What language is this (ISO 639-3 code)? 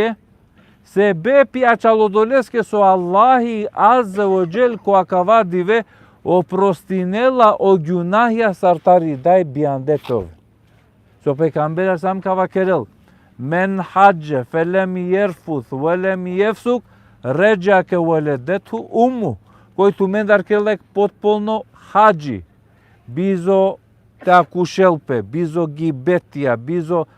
rmn